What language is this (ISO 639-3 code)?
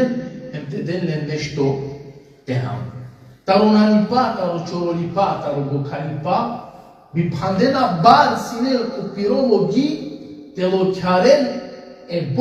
rmn